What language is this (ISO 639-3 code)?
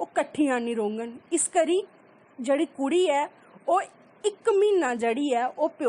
doi